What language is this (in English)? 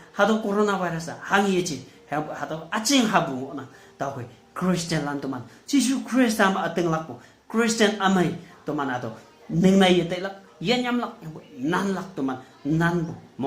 Konyak Naga